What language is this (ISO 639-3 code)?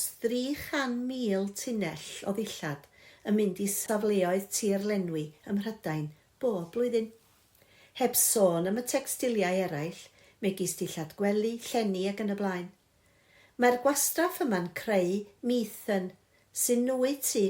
cym